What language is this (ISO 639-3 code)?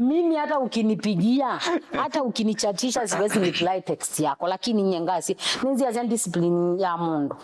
kam